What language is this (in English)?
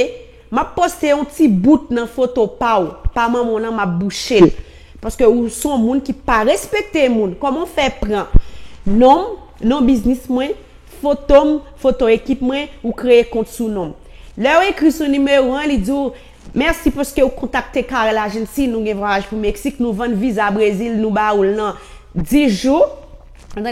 Haitian Creole